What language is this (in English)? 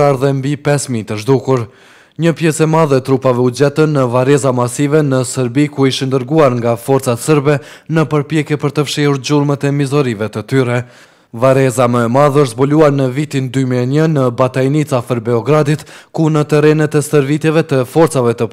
Albanian